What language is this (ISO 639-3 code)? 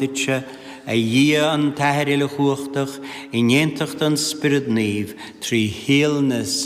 gle